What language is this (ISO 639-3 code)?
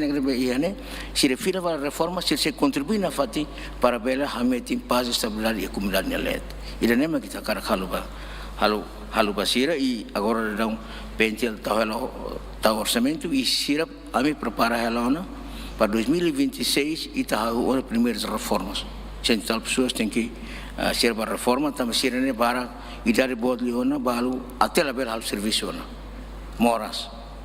tet